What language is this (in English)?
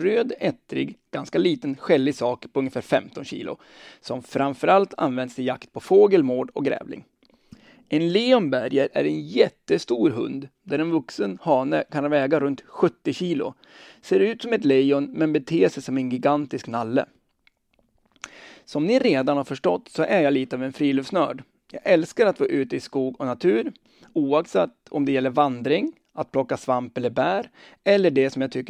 Swedish